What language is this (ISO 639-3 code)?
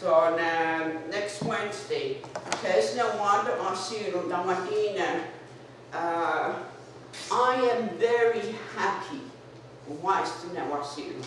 moh